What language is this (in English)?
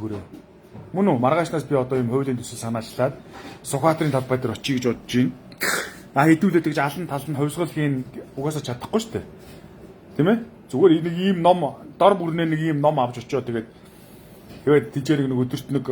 Mongolian